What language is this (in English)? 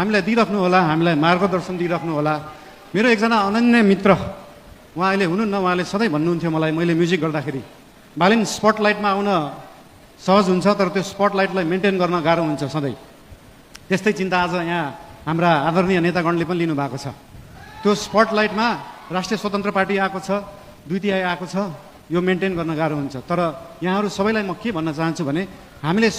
Nepali